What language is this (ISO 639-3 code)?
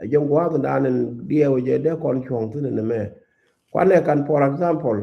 nus